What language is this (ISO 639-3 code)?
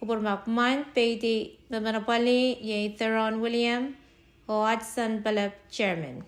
pon